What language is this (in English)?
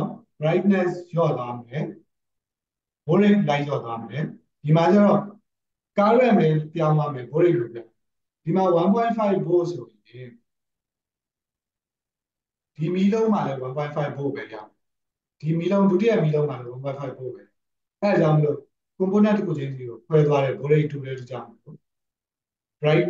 Burmese